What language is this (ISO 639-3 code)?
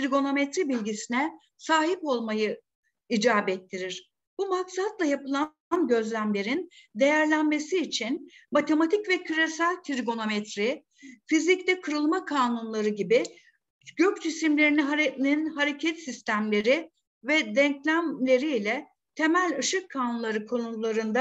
tur